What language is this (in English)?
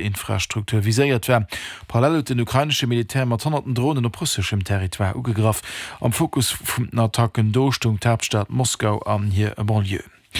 Luxembourgish